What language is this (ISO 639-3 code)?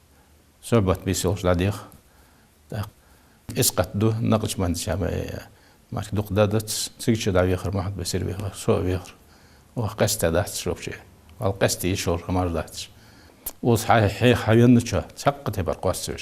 inh